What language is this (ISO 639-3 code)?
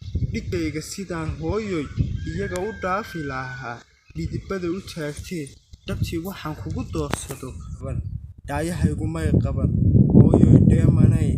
som